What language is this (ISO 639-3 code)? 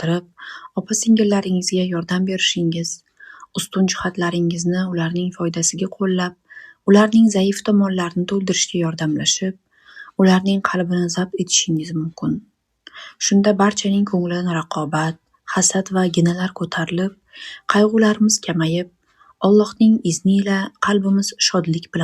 uzb